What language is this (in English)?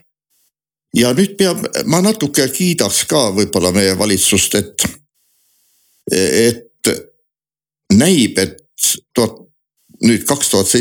Estonian